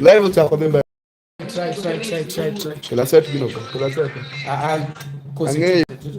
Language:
Luo (Kenya and Tanzania)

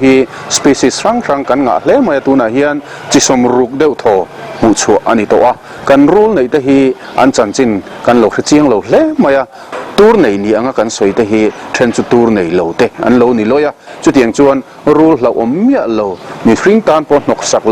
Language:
Mizo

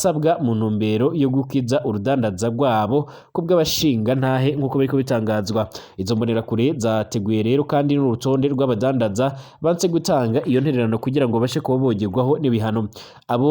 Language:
Rundi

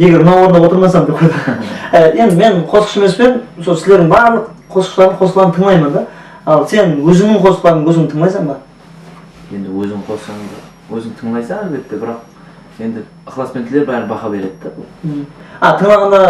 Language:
Kara-Kalpak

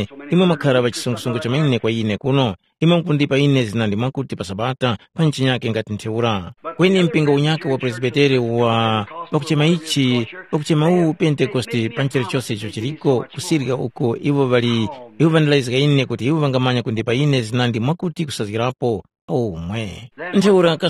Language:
Tumbuka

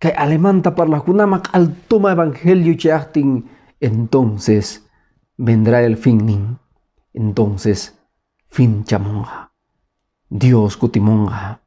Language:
Quechua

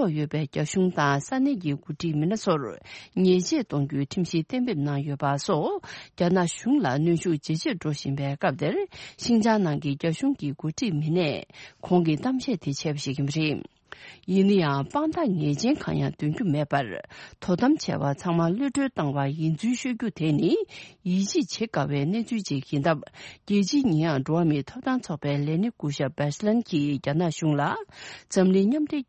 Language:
Tibetan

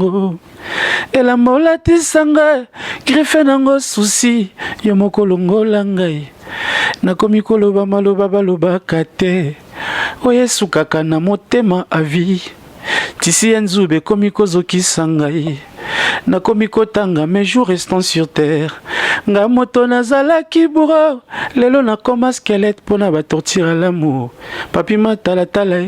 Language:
Lingala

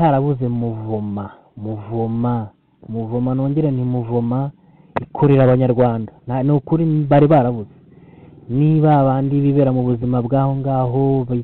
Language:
Kinyarwanda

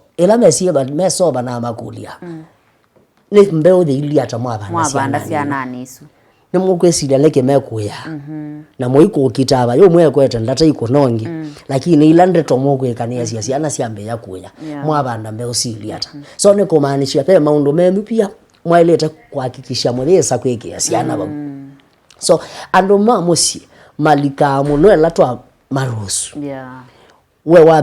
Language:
Kamba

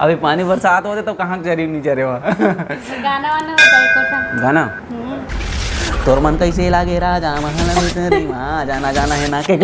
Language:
Chhattisgarhi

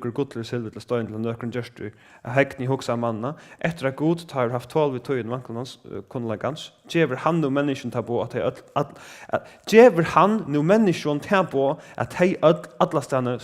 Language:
Faroese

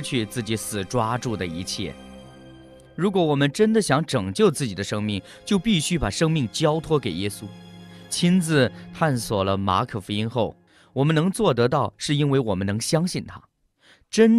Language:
Chinese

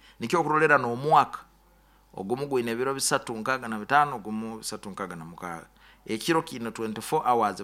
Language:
Nyoro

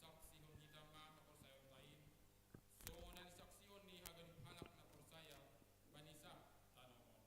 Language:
Batak Simalungun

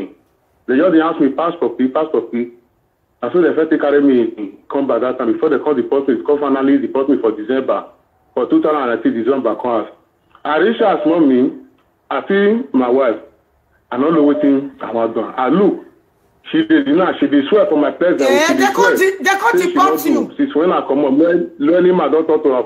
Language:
Nigerian Pidgin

